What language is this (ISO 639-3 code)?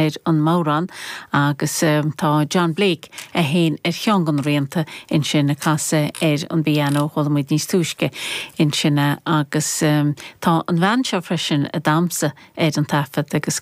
gle